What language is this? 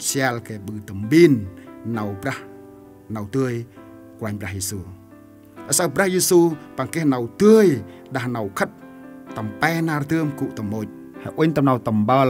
Central Mnong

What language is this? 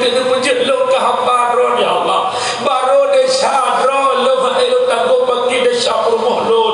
Achinese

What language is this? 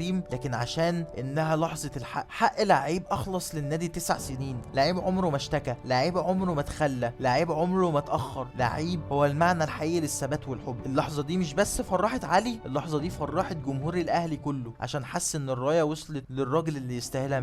Egyptian Arabic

